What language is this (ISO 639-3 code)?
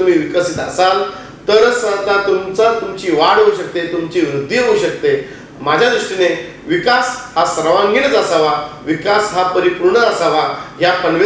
mar